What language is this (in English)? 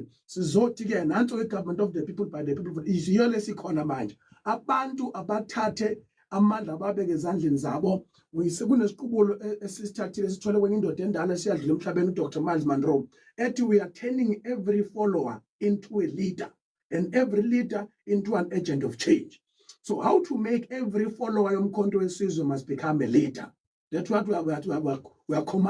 Zulu